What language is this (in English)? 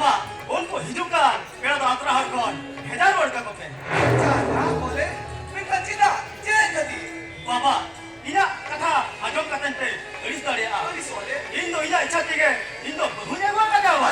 Santali